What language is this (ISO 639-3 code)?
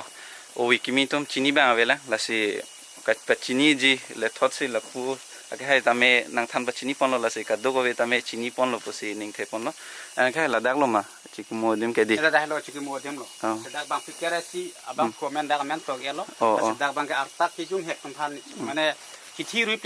mjw